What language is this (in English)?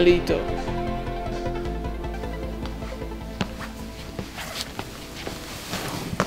Czech